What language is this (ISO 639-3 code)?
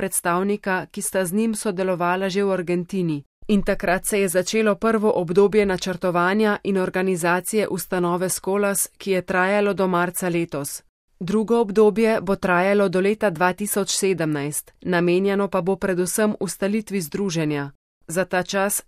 slv